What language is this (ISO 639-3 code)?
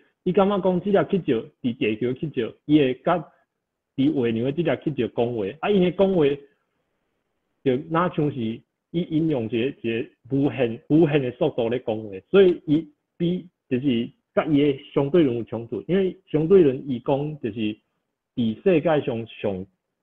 nan